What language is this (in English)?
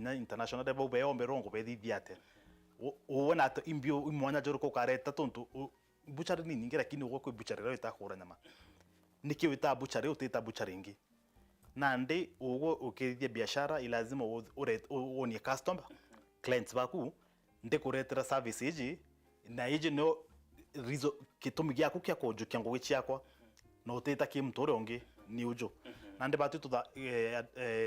Meru